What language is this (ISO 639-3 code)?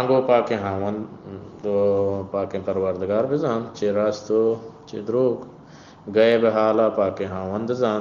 bgp